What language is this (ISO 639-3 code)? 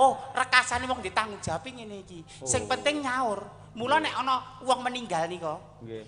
jav